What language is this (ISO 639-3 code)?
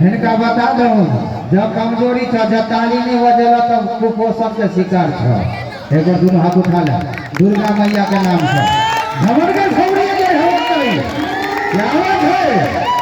mai